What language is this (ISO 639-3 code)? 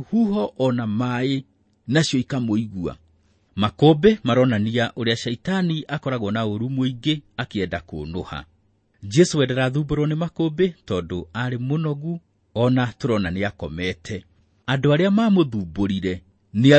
kik